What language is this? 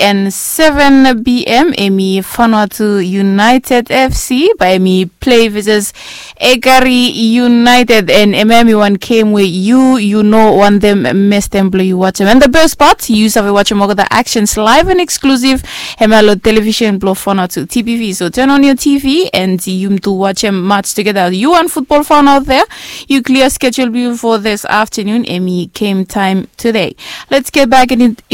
Bislama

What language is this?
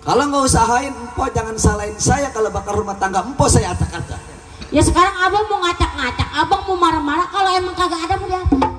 Betawi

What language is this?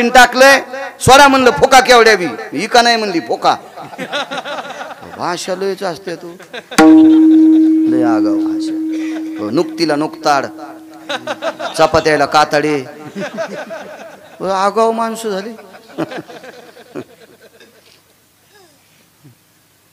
Marathi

